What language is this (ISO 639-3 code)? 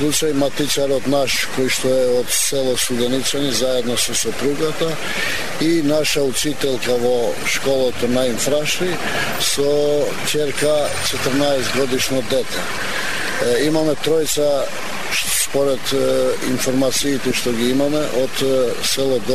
mkd